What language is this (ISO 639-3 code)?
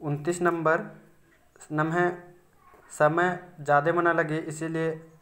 kru